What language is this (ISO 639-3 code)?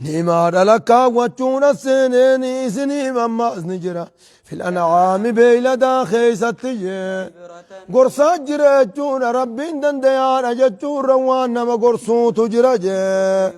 orm